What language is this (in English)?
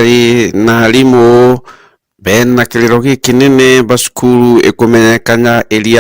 Meru